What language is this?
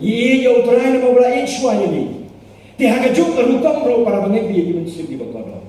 Khasi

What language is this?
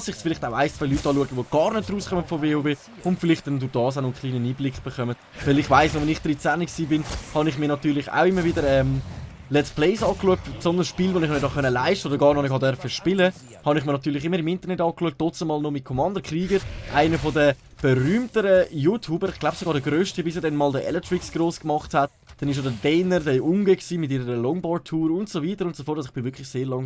Swiss German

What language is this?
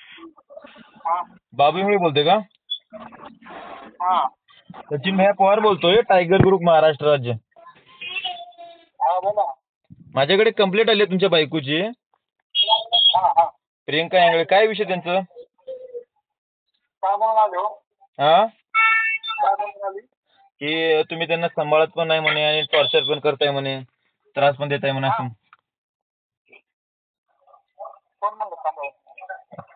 Marathi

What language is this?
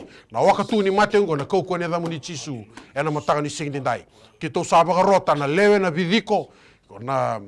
Fijian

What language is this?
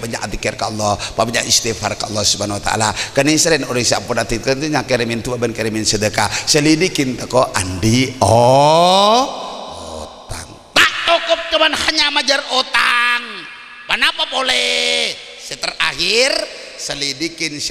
Madurese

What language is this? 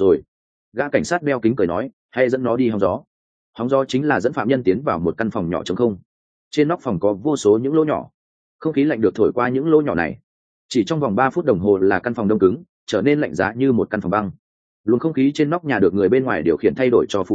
Vietnamese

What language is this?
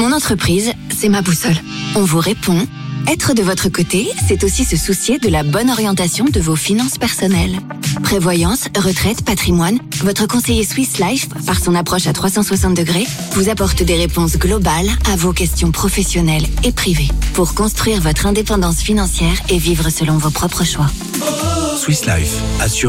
French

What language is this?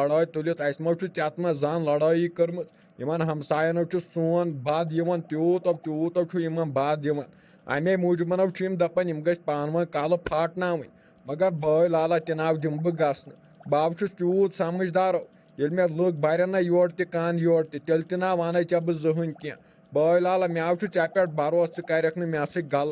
Kashmiri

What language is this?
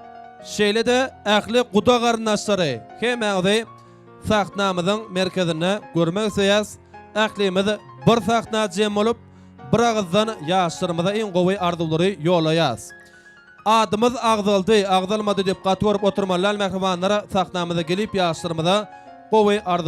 Turkmen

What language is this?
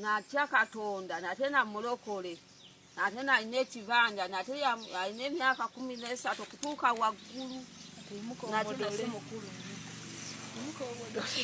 Ganda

